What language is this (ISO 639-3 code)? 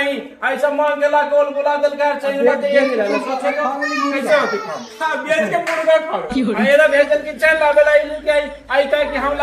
mag